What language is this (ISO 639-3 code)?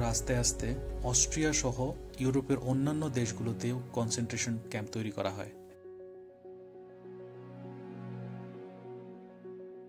ben